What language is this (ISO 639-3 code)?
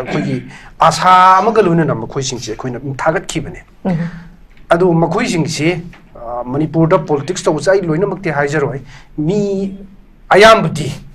mni